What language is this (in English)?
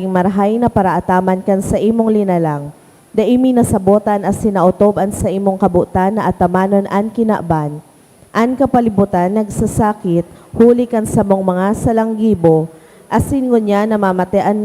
Bikol